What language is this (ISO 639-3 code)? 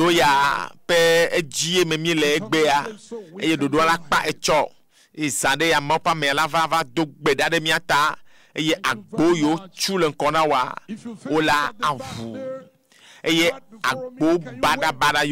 ewe